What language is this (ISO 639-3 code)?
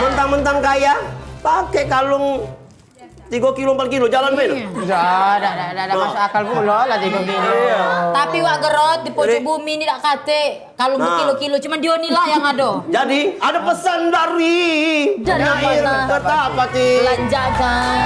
mui